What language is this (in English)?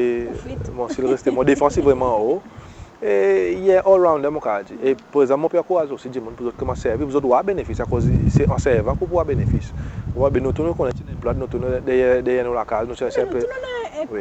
Seselwa Creole French